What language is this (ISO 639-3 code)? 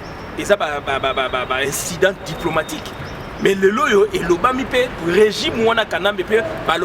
lin